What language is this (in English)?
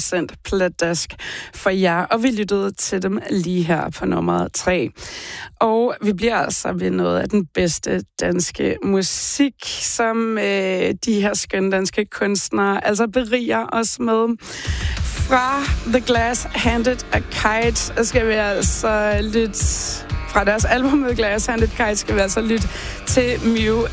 Danish